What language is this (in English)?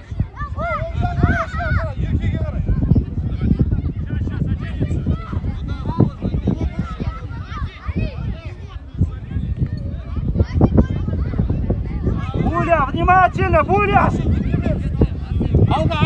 Kazakh